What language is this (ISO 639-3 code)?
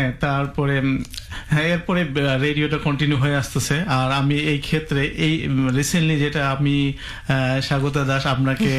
ben